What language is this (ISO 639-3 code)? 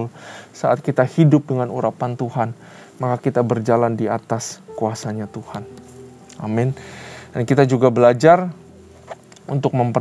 ind